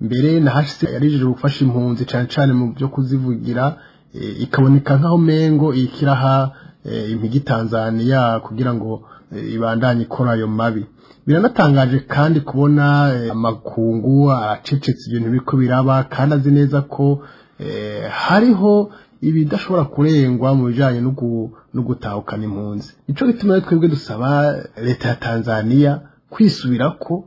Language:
Rundi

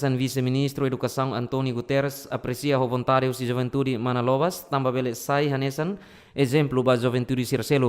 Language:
Tetum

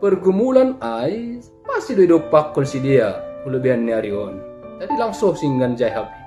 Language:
Batak Simalungun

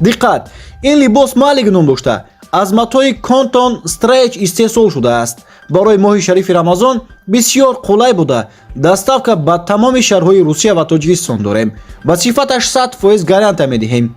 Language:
Tajik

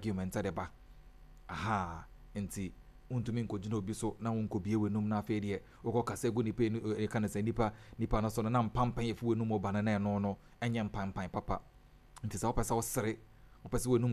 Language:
Akan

